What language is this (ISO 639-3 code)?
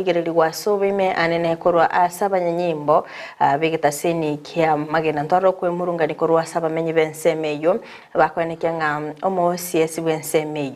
guz